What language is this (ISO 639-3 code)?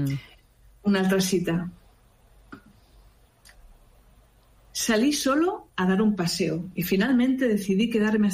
cat